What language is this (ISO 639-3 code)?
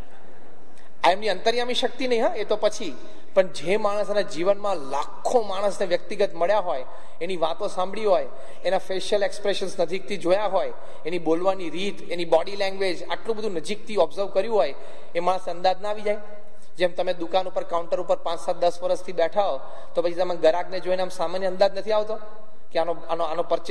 guj